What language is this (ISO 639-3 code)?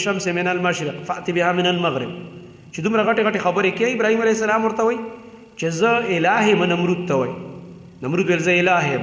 pus